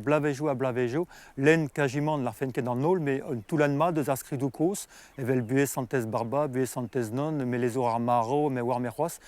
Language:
Breton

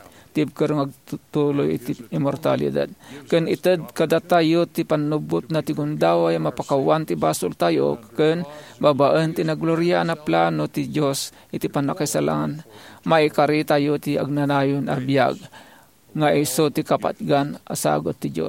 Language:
Iloko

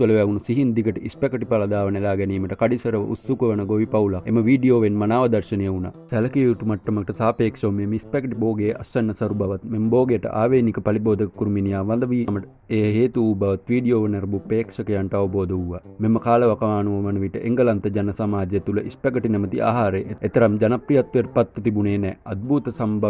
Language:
Sinhala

